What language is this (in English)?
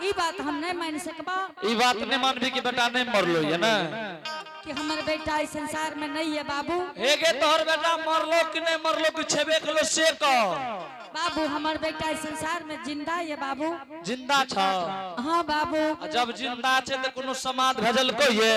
Angika